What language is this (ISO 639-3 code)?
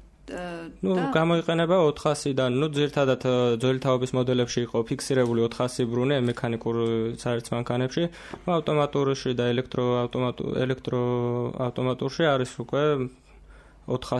kat